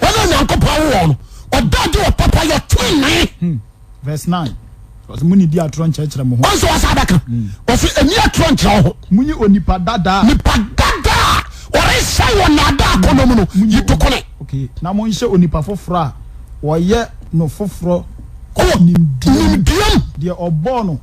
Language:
Akan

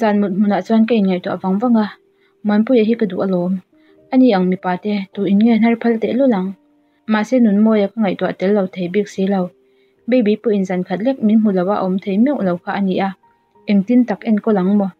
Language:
Mizo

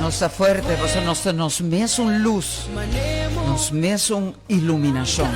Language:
Papiamento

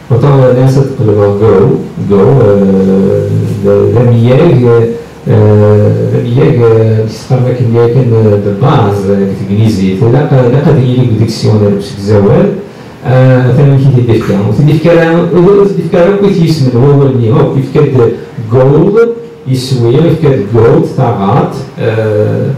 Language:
Kabyle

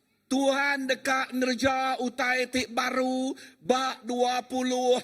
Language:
Iban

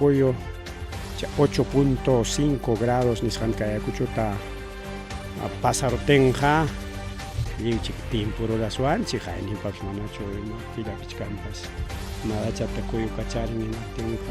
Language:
Ayacucho Quechua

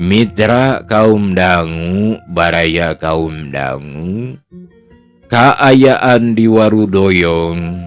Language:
Sundanese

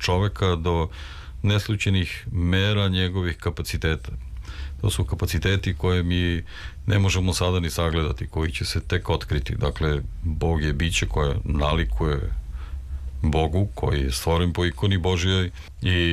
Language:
Serbian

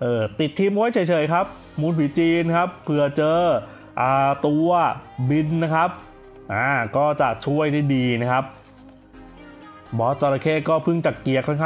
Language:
Thai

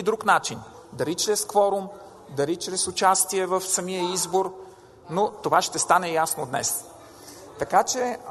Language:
Bulgarian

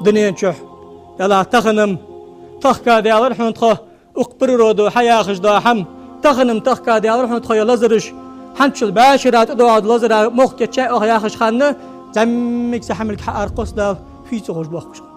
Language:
Ingush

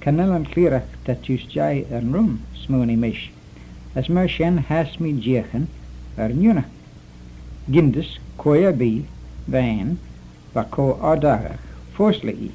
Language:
Manx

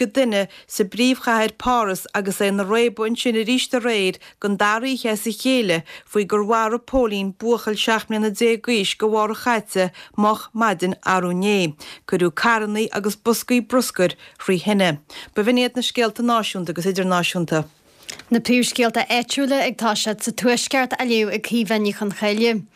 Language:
Irish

